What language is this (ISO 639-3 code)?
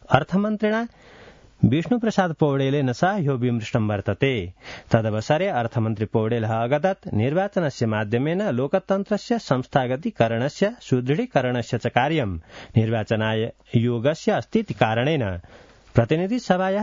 san